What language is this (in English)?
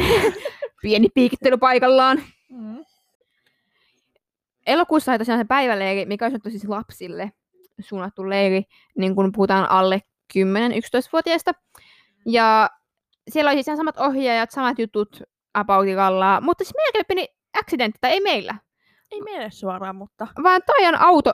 Finnish